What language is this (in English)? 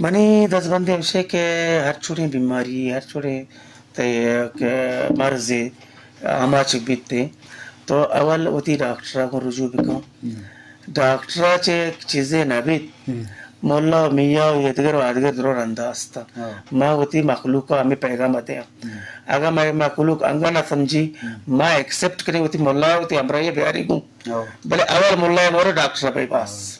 Eastern Balochi